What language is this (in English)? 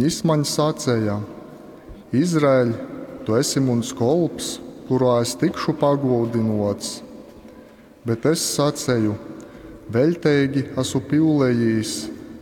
Latgalian